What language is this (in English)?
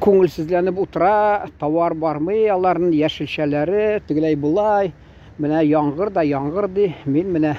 Tatar